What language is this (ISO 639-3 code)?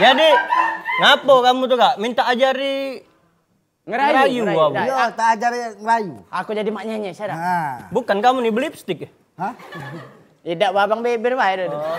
mui